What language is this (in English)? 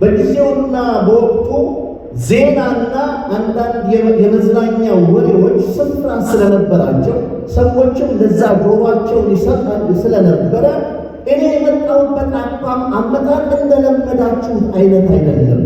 Amharic